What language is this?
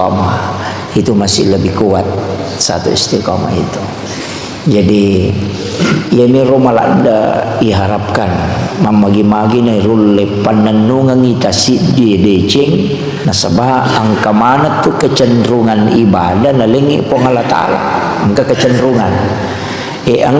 Buginese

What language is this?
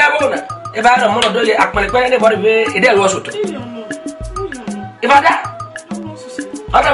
Esan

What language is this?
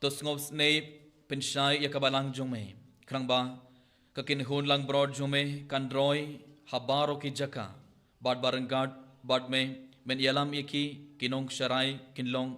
Khasi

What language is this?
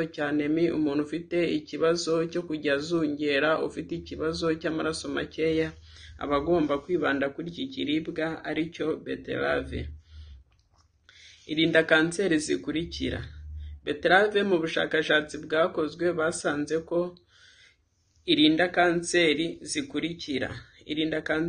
Kinyarwanda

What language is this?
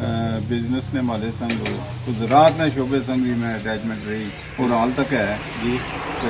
Pahari-Potwari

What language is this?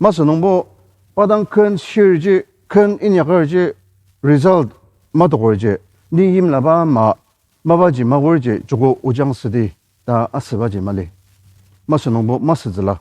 Ao Naga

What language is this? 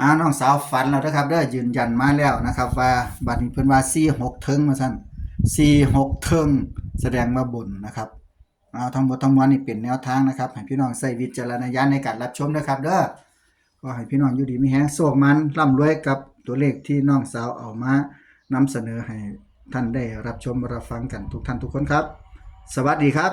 Northeastern Thai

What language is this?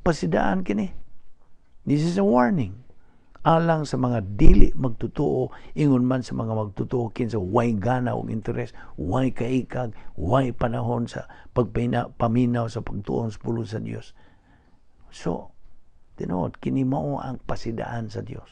Cebuano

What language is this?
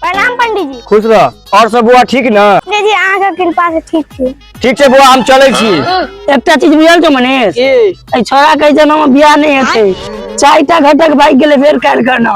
Maithili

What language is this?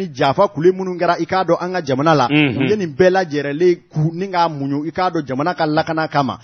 Bambara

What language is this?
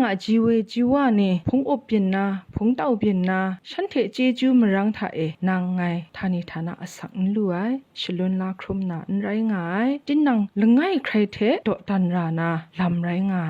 Kachin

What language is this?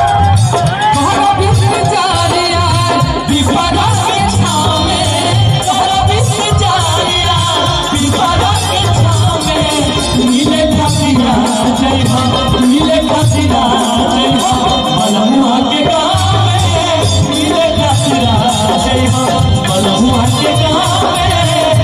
Bhojpuri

